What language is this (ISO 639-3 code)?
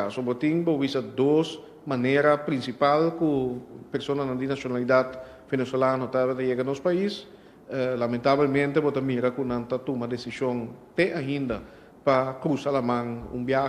pap